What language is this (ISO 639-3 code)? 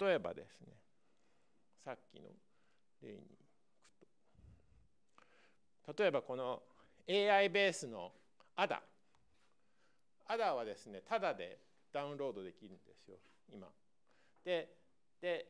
jpn